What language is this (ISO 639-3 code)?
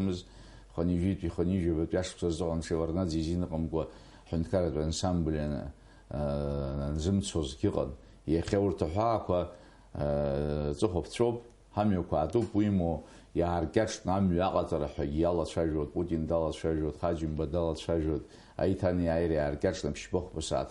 abk